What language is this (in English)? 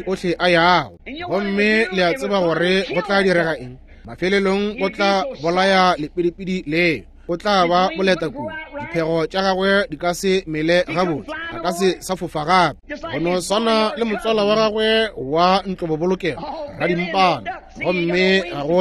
Northern Sotho